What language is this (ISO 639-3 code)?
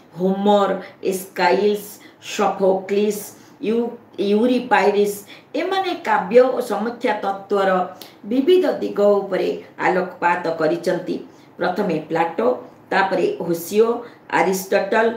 ori